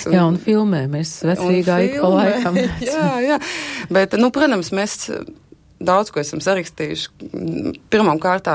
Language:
Latvian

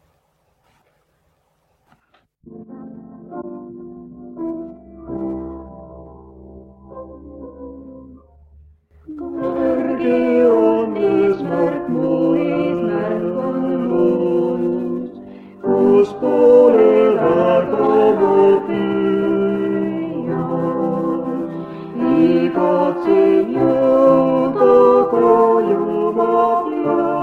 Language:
Estonian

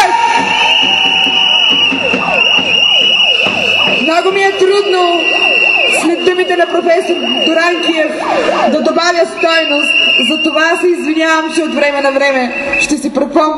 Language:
Bulgarian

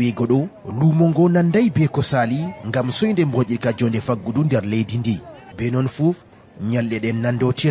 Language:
Fula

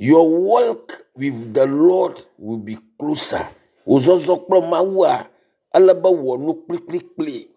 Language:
Ewe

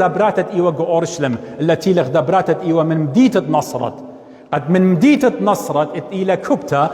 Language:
Assyrian Neo-Aramaic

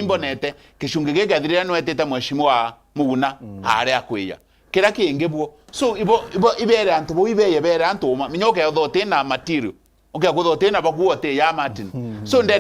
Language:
Meru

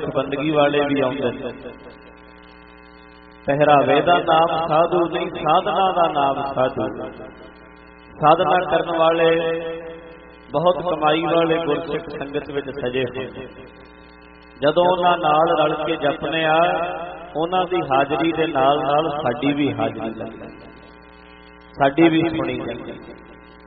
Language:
Punjabi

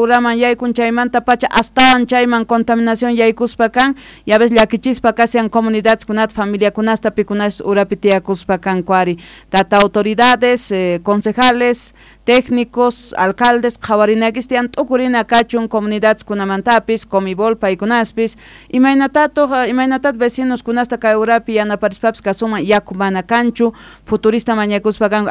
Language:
South Bolivian Quechua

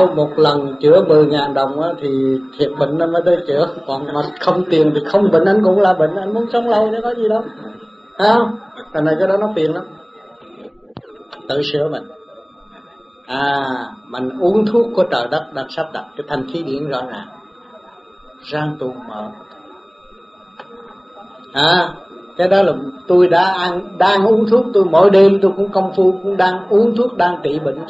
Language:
Vietnamese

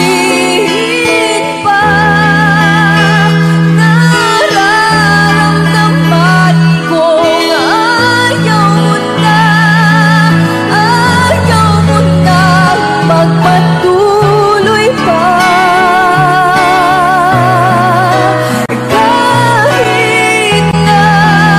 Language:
Filipino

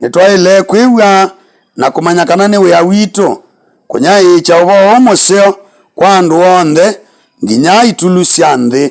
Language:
Kamba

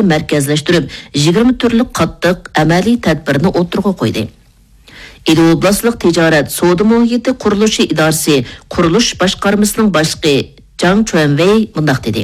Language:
Uyghur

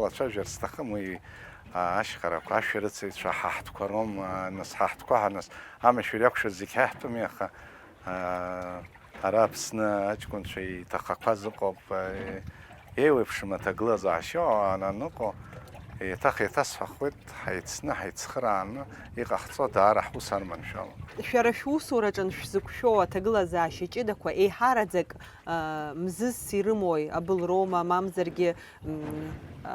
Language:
Abkhazian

